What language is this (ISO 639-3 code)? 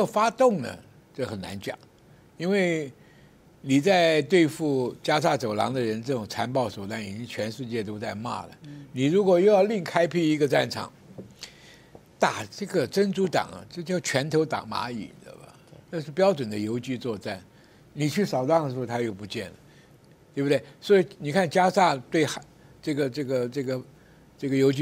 zho